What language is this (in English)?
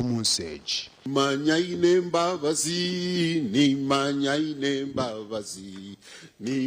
Nyankole